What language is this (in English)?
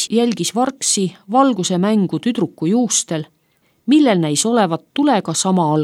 Estonian